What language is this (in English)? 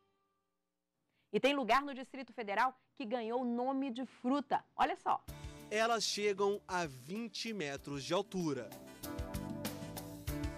Portuguese